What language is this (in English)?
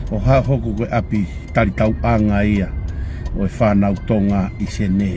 Tongan